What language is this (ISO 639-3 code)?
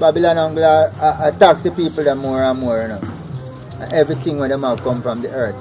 jam